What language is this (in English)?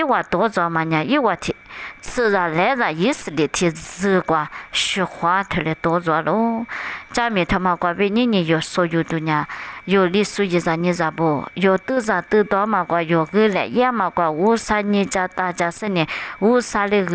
Lisu